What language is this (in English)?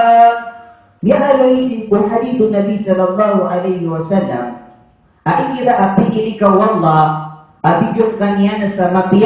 Maranao